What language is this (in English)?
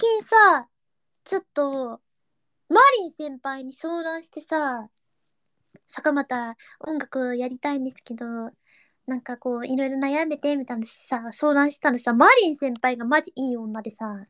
Japanese